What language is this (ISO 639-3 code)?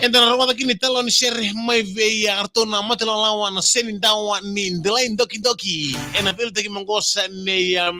fij